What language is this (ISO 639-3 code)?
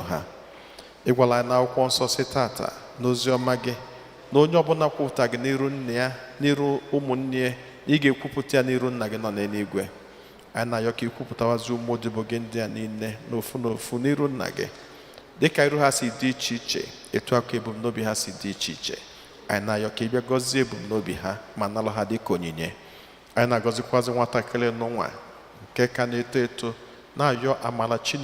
ibo